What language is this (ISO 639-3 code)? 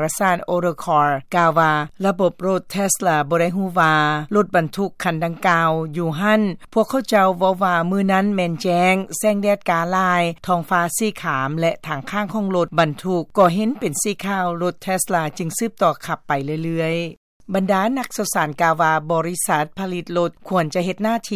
lao